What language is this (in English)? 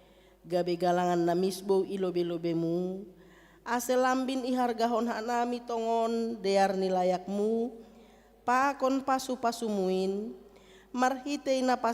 Batak Simalungun